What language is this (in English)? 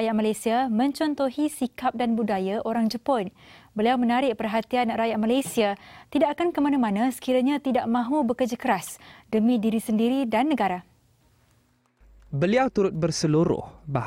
Malay